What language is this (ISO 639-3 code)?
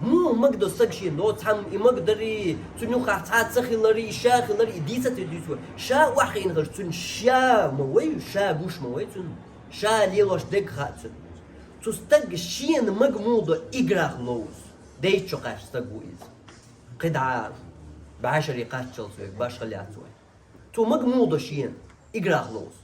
che